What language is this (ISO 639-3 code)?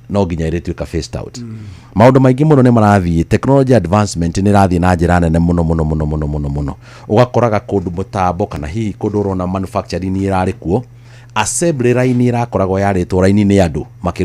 kik